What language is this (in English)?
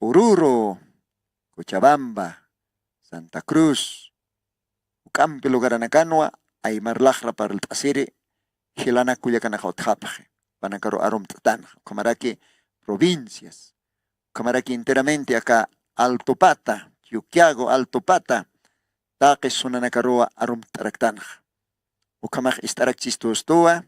Aymara